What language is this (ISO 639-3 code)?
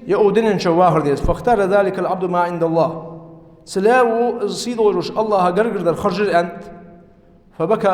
inh